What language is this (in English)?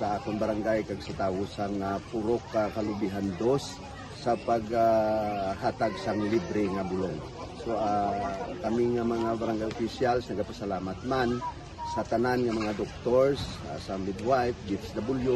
Hiligaynon